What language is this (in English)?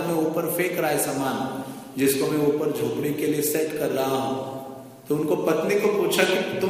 Hindi